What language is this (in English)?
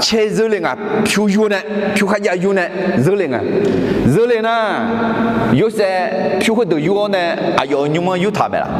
Akha